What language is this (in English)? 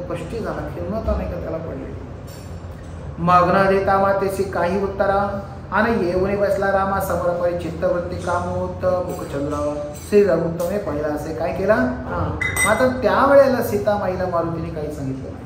Marathi